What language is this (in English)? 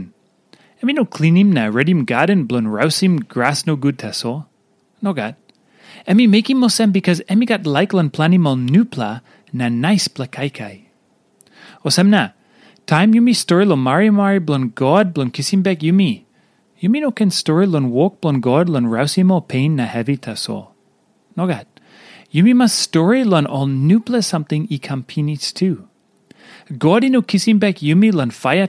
Tok Pisin